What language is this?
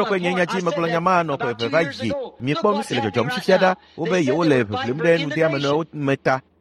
Ewe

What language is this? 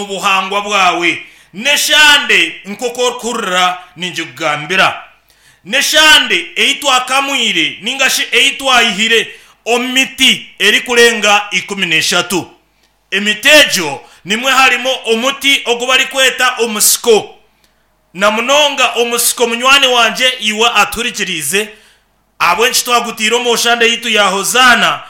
Nyankole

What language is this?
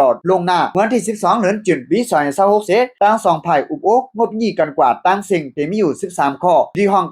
Shan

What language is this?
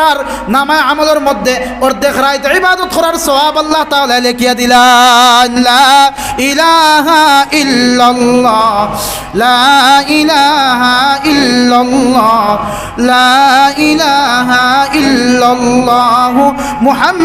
Sylheti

